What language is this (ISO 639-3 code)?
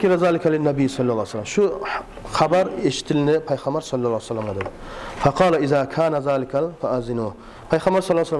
kum